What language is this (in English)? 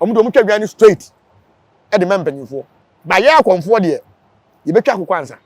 Akan